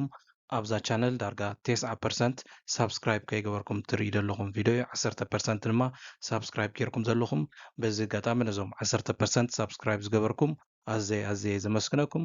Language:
Tigrinya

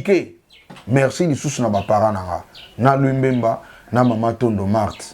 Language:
Lingala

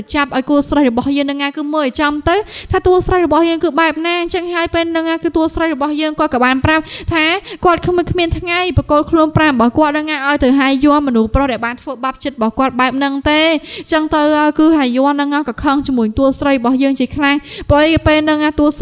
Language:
Khmer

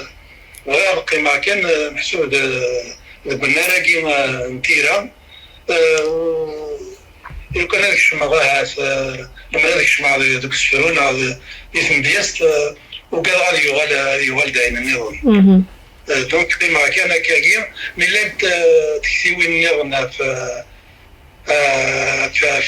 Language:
Kabyle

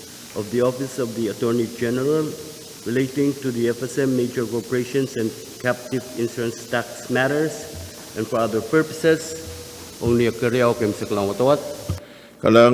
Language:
Pohnpeian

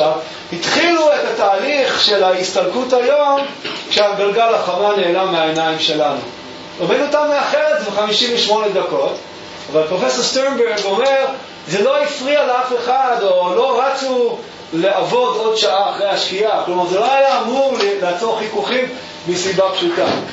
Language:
Hebrew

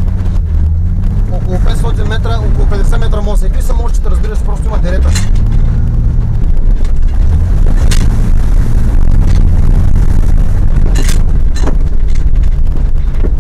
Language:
Bulgarian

